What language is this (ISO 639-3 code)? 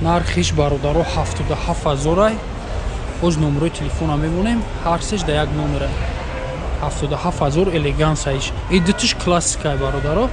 tgk